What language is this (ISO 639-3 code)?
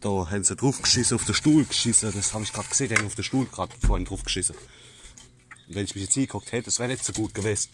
pfl